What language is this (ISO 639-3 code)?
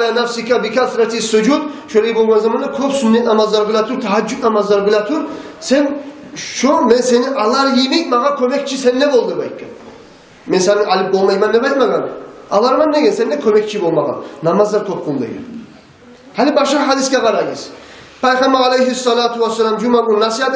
kum